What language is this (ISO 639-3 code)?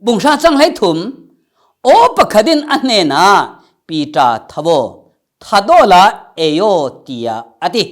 cfm